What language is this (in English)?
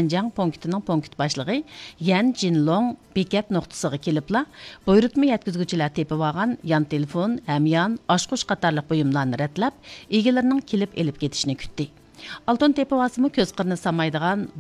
Uyghur